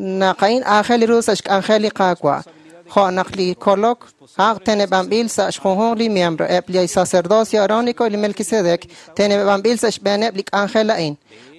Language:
Kekchí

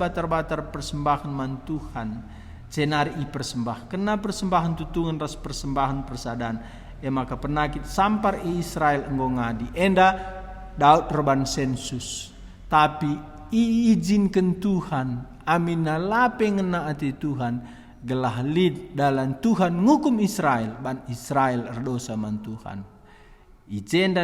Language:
Batak Karo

